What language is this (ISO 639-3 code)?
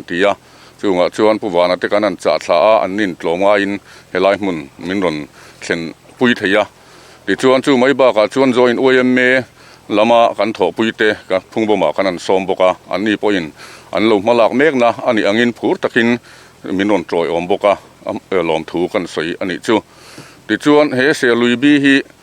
lus